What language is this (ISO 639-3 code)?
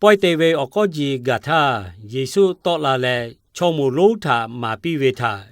lhu